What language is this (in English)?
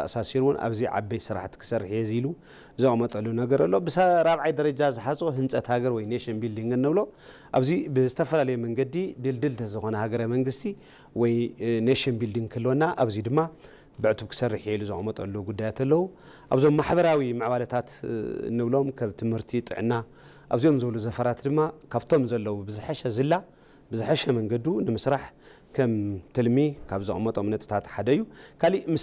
Tigrinya